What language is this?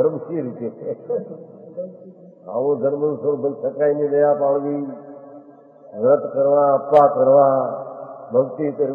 Gujarati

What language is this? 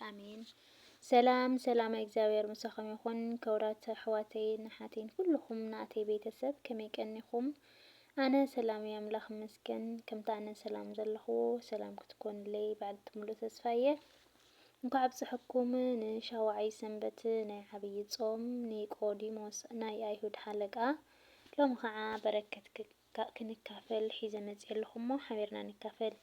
Tigrinya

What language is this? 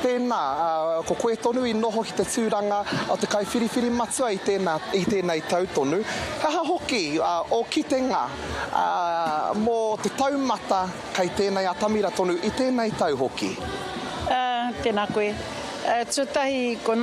Māori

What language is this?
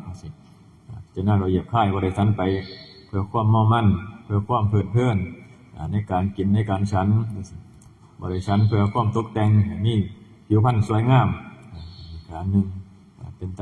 Northeastern Thai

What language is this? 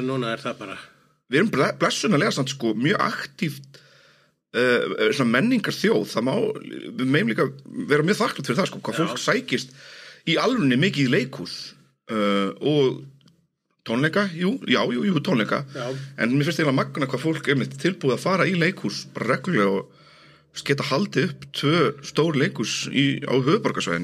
Icelandic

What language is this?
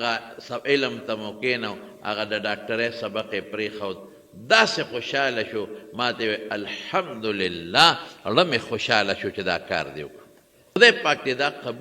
Pashto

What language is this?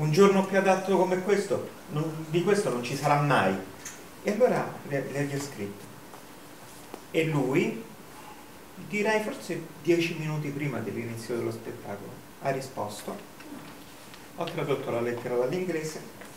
Italian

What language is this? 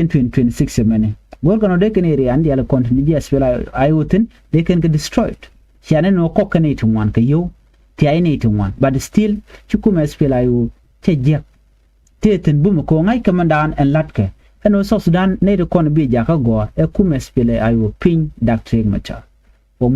Nuer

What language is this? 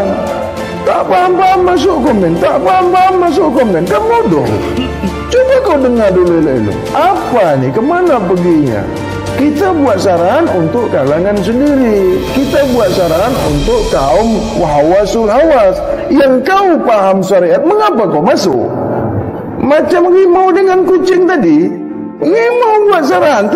Malay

